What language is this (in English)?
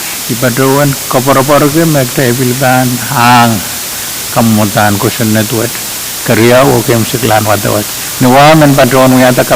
Pohnpeian